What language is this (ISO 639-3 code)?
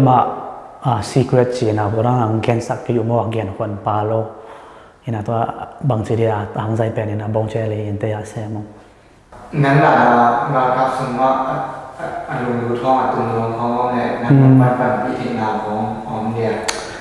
ctd